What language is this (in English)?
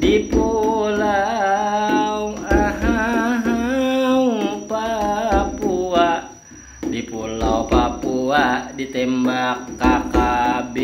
Banjar